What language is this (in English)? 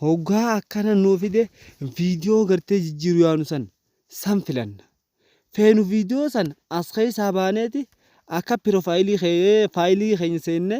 Oromo